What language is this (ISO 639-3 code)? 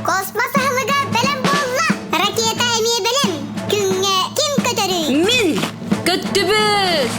sah